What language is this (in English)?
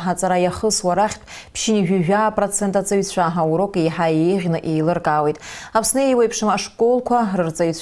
Abkhazian